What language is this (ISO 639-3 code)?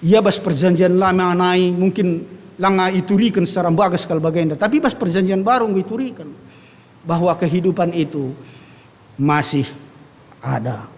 btx